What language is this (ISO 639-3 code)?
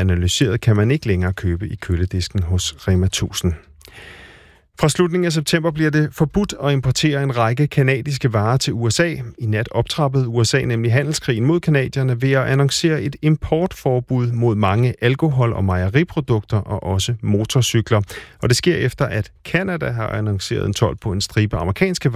dan